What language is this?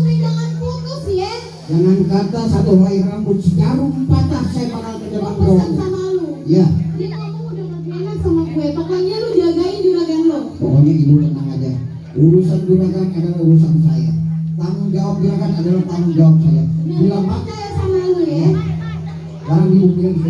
Betawi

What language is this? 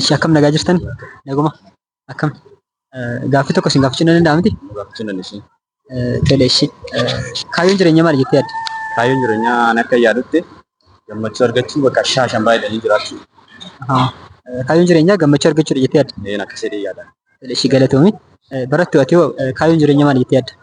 Oromo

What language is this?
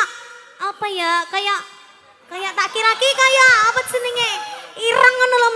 Javanese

